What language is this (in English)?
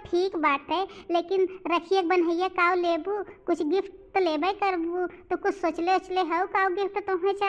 Bhojpuri